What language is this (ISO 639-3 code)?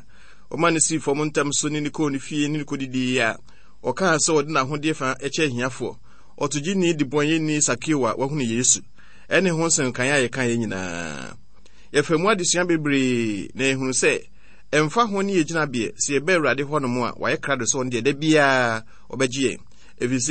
aka